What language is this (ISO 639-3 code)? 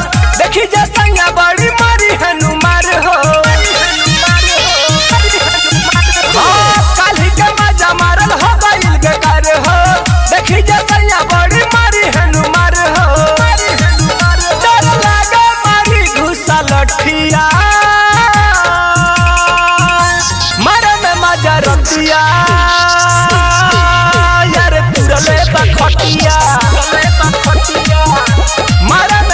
bho